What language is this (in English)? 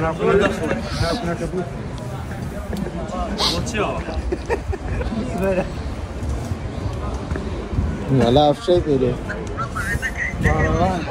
Central Kurdish